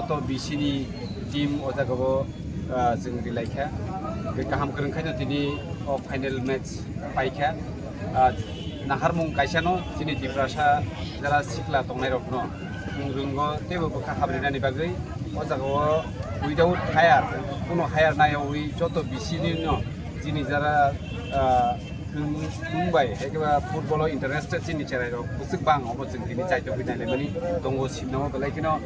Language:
Kok Borok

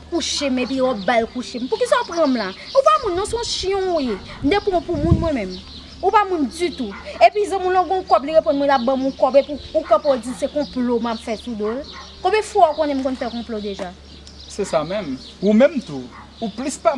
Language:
Haitian Creole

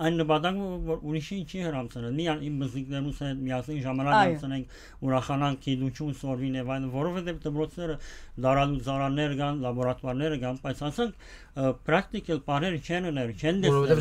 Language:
Western Armenian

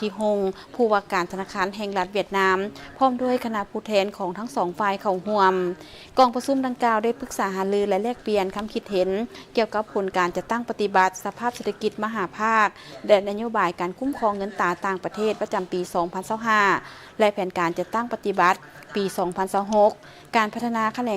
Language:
Lao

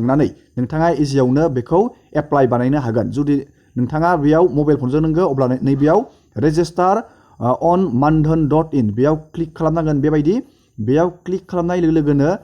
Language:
Bodo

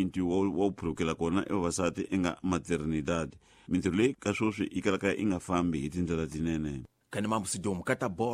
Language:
Tsonga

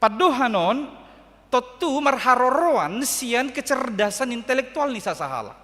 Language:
Batak Toba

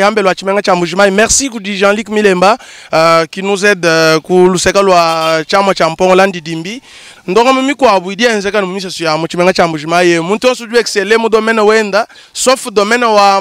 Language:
Luba-Lulua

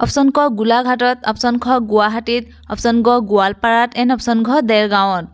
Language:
Assamese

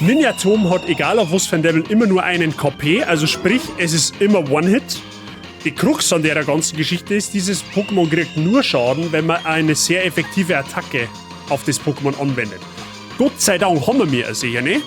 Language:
Bavarian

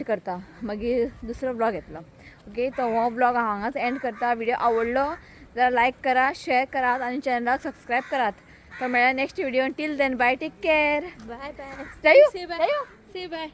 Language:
Konkani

